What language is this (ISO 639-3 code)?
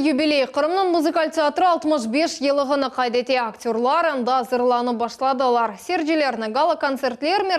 crh